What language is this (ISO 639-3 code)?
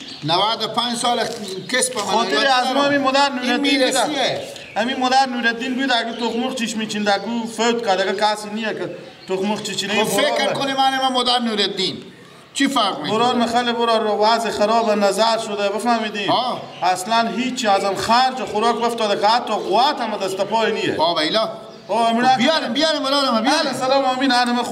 fas